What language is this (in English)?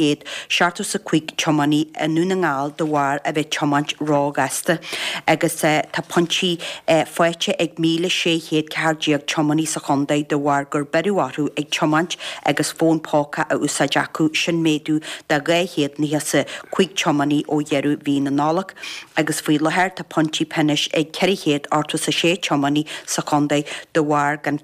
Irish